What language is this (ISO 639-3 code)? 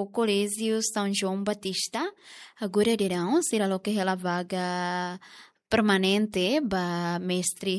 tet